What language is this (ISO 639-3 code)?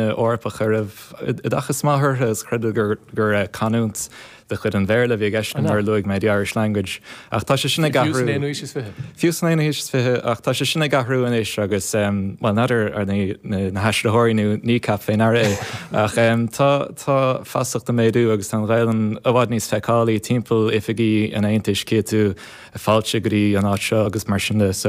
gle